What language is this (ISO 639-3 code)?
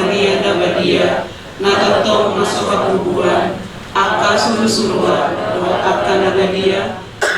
bbc